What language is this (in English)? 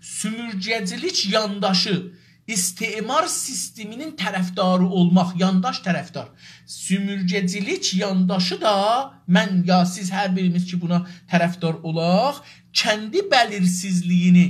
South Azerbaijani